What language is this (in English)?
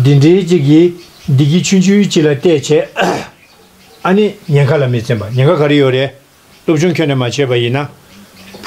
Tibetan